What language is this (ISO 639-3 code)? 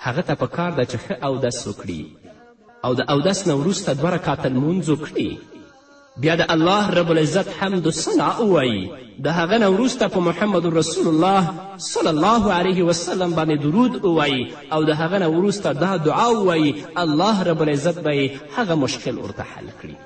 pus